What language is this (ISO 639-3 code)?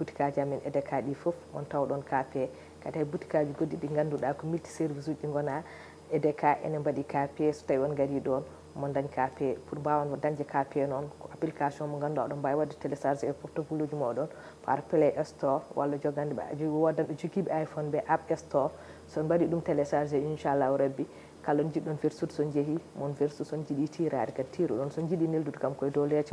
ful